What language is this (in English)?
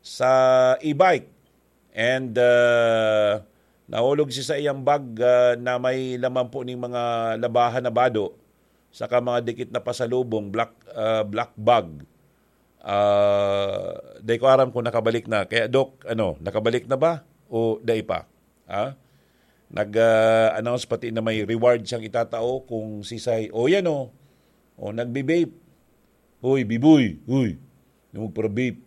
Bikol